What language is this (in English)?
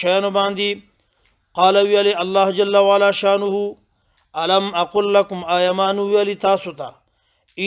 Pashto